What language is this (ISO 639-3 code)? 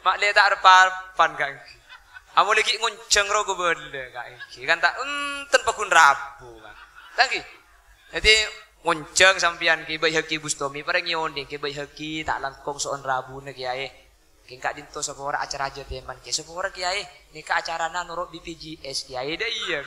mad